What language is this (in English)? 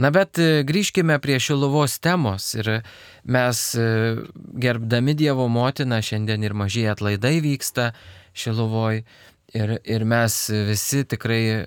Lithuanian